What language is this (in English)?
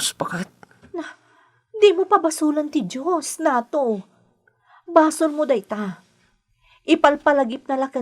Iloko